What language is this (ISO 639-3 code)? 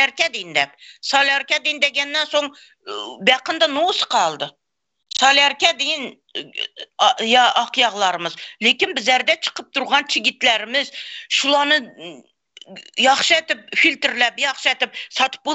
tuk